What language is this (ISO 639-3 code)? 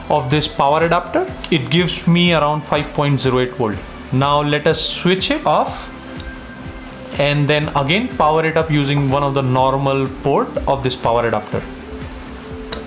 eng